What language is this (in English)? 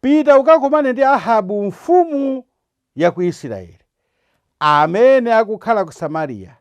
Nyanja